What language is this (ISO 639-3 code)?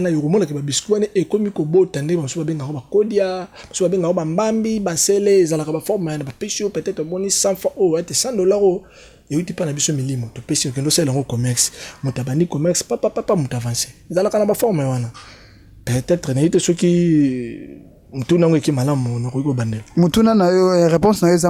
lin